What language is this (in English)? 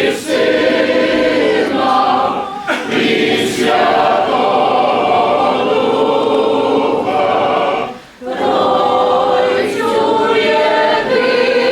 Rusyn